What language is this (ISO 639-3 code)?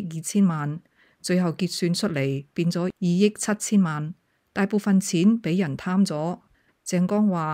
yue